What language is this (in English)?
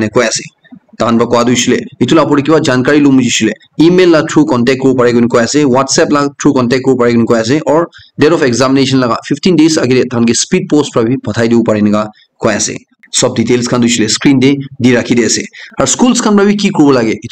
Naga Pidgin